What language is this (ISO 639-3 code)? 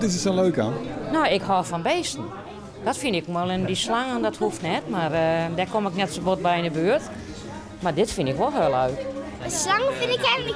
fry